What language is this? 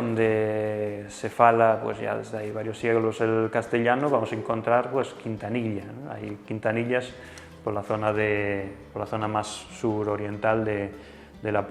Asturian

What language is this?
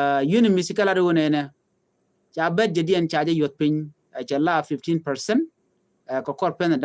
Nuer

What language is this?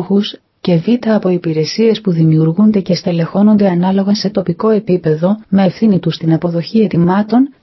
Greek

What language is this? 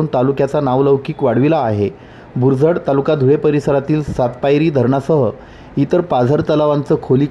Marathi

